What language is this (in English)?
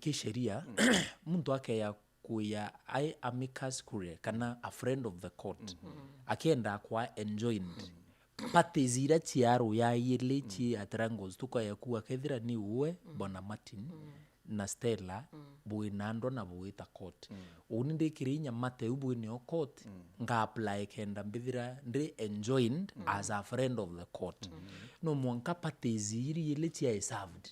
Meru